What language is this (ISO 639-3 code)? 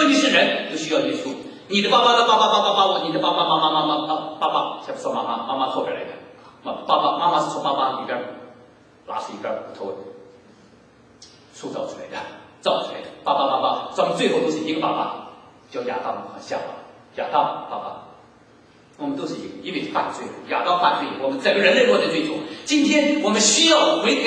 zho